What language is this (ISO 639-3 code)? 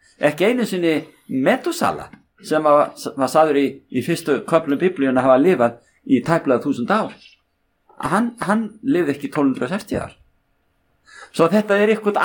isl